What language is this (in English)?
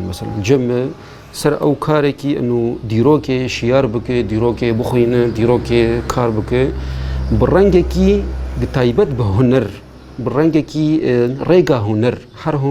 Kurdish